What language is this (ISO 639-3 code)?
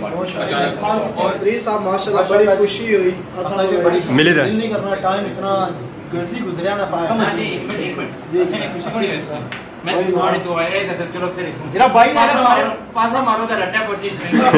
phr